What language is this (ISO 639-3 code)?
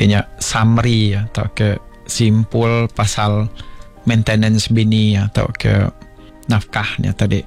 iba